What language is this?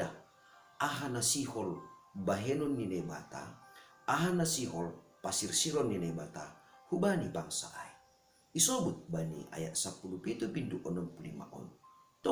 Batak Simalungun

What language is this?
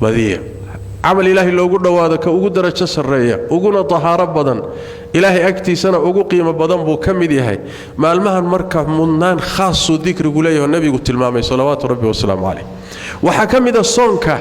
Somali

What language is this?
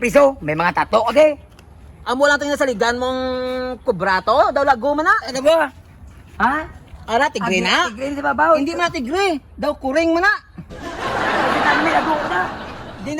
Hiligaynon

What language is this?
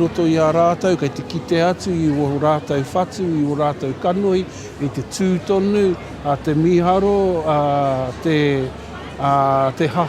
Māori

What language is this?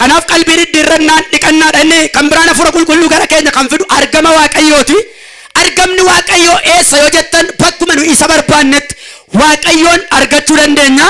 Oromo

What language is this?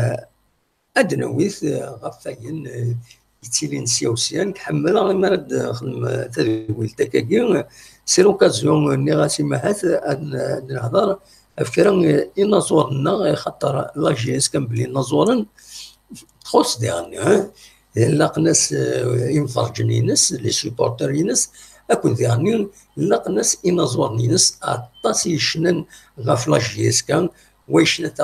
Kabyle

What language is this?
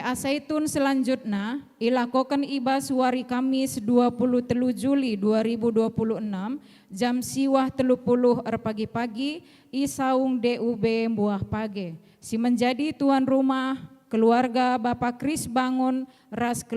Batak Karo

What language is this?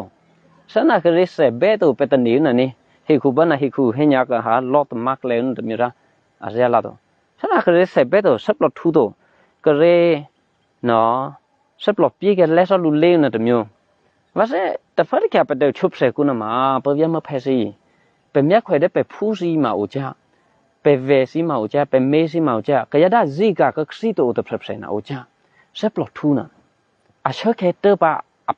Eastern Kayah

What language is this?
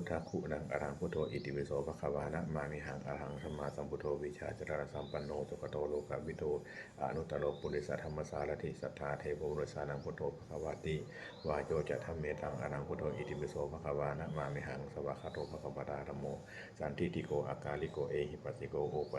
Pali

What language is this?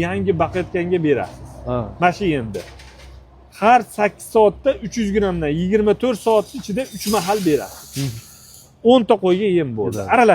Uzbek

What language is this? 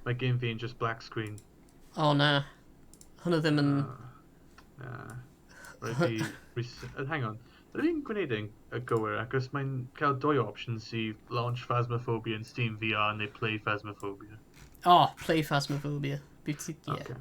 Welsh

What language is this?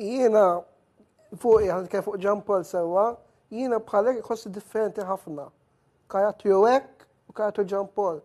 Maltese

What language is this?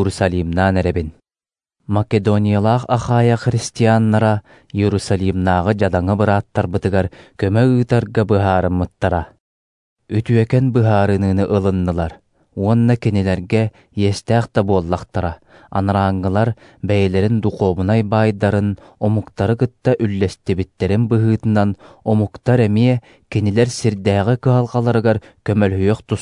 Yakut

